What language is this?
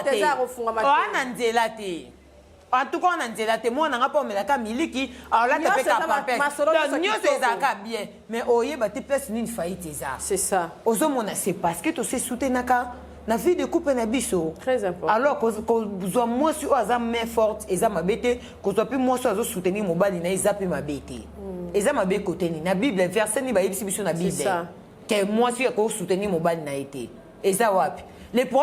Lingala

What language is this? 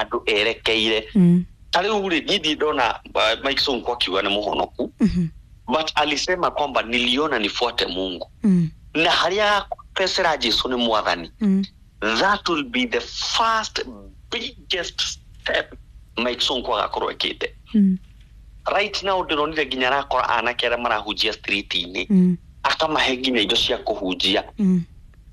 Kikuyu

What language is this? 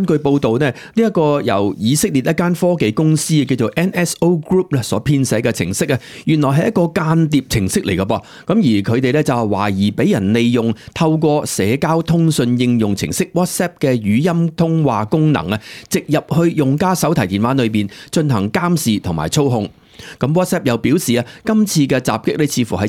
Cantonese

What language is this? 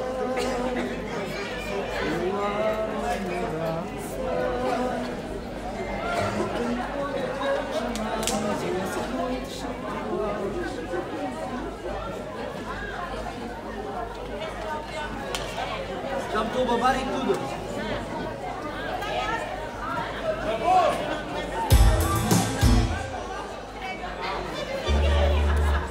Portuguese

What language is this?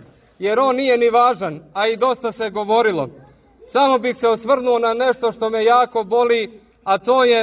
Serbian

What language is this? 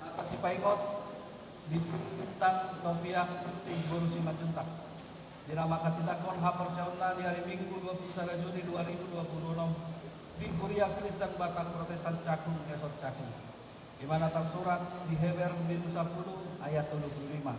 Batak Toba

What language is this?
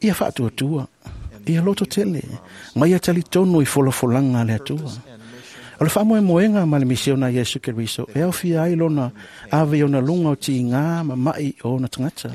Samoan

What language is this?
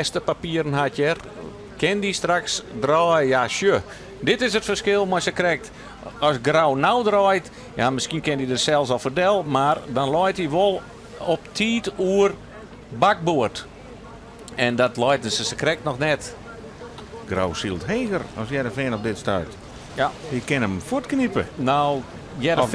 Western Frisian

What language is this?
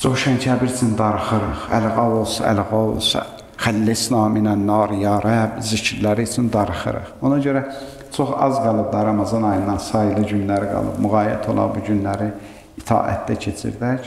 Azerbaijani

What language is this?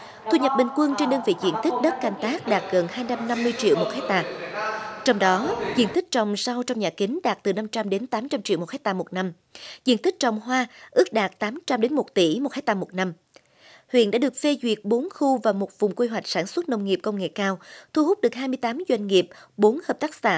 Vietnamese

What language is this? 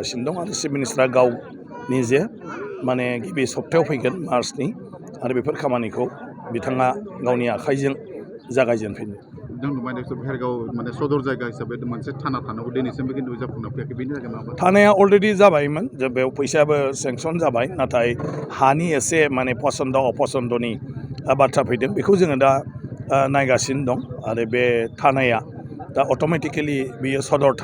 Bodo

